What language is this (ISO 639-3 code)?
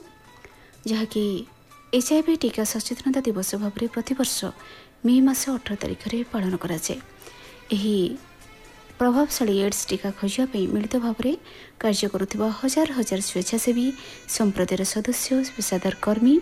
ori